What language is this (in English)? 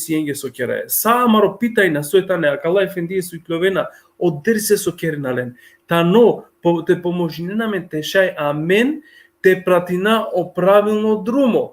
Balkan Romani